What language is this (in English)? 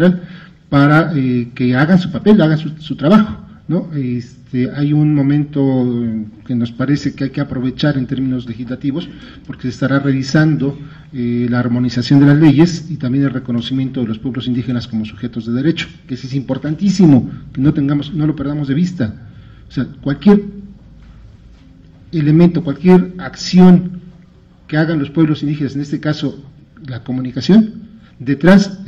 Spanish